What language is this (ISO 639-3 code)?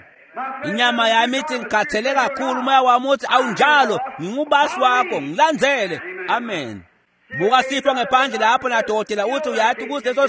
ssw